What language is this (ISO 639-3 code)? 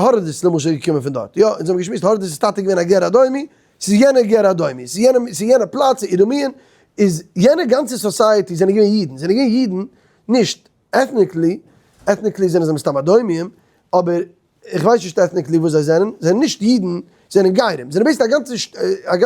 yid